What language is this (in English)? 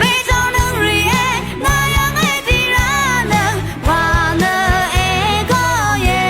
Rawang